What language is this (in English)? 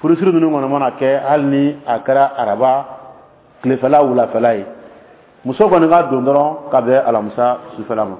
Dyula